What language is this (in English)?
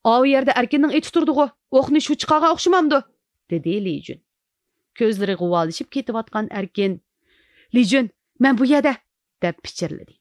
Uyghur